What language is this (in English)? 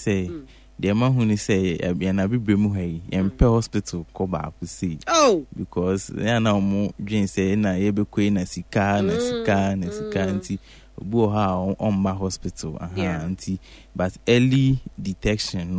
Akan